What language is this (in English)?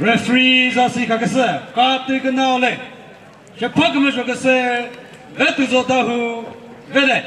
Chokri Naga